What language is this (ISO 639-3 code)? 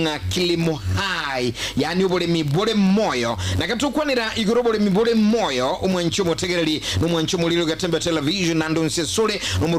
guz